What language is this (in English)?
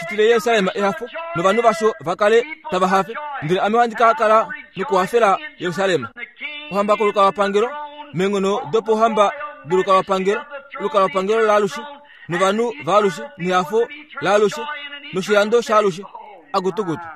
Kuanyama